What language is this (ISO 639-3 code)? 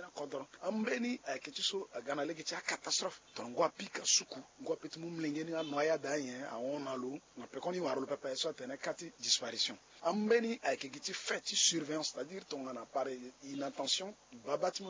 sag